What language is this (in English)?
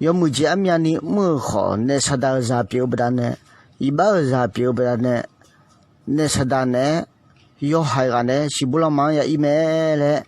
Akha